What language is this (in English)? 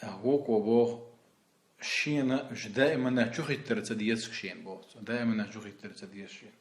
Chechen